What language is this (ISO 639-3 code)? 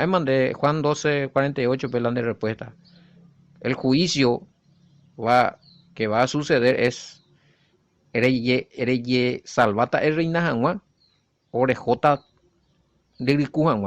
grn